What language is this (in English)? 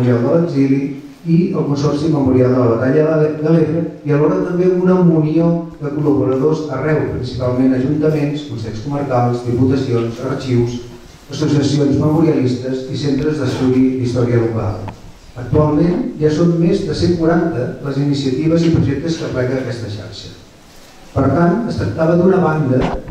Catalan